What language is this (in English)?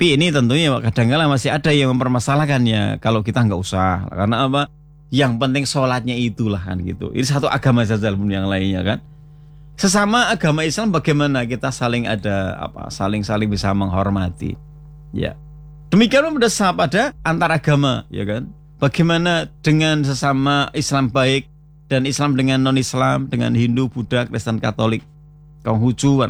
Indonesian